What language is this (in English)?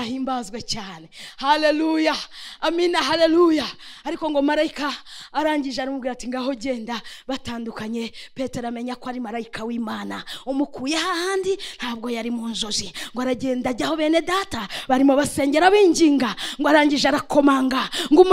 Kinyarwanda